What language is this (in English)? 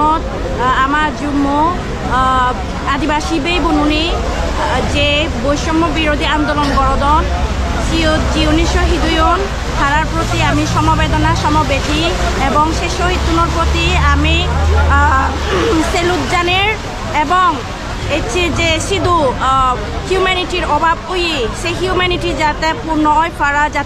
Chakma